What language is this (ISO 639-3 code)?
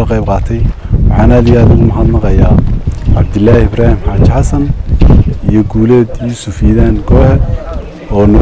som